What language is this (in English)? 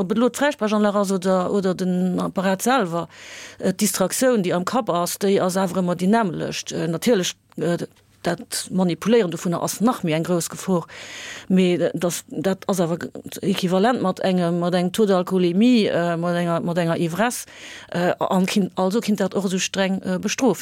Luxembourgish